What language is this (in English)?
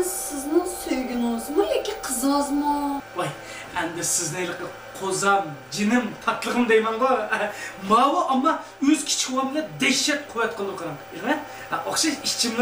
Uyghur